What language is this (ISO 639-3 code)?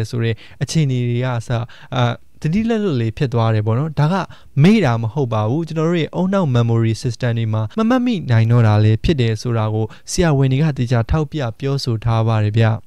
mya